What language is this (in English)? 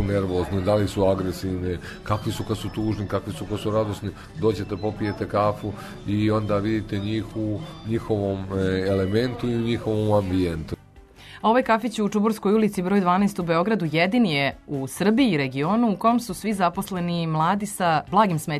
Serbian